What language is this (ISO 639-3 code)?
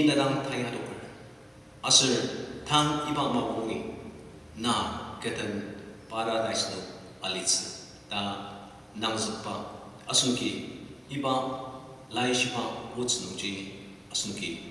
njo